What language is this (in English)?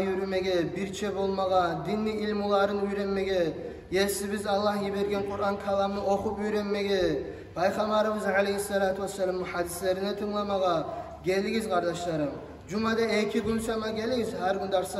Kumyk